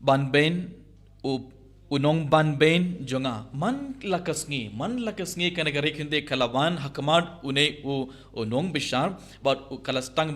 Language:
Khasi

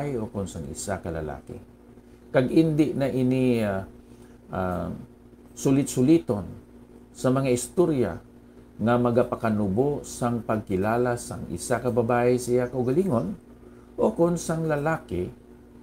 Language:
Hiligaynon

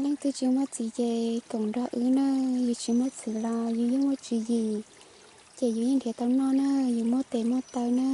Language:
Hmong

